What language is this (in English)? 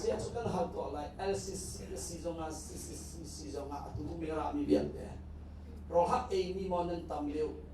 Hakha Chin